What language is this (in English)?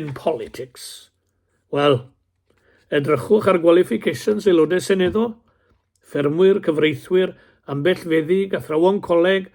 Welsh